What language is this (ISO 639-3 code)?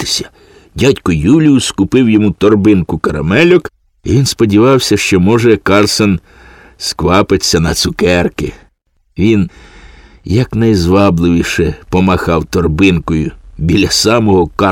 ukr